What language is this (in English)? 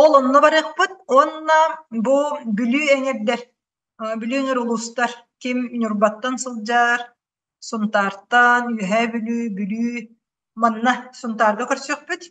Yakut